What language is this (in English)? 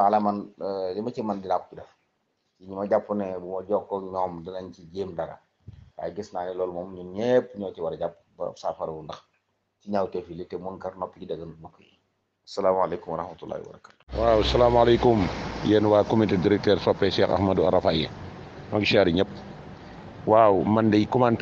Wolof